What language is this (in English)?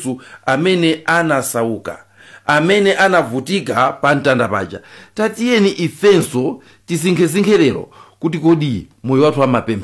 Nyanja